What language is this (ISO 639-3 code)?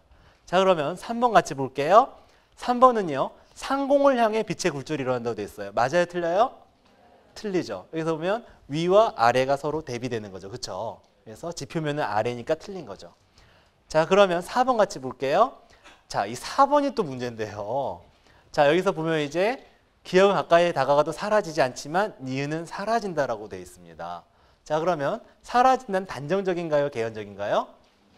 kor